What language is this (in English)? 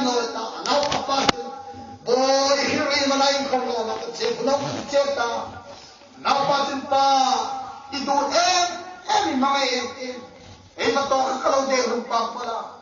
Hmar